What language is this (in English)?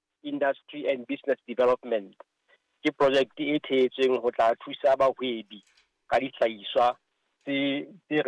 Southern Sotho